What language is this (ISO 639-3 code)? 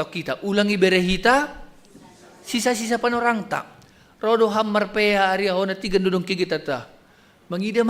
bts